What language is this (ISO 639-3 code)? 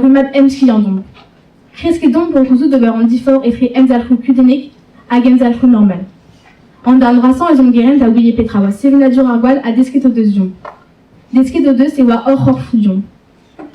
bre